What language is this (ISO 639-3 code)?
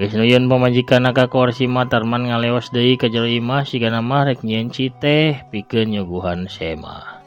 sun